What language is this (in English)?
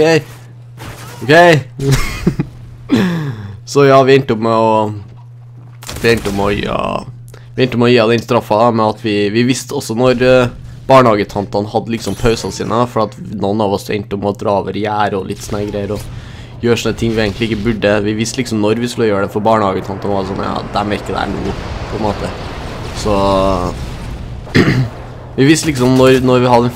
Norwegian